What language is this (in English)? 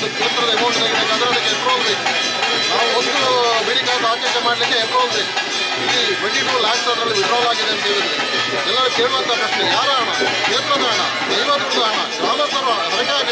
Kannada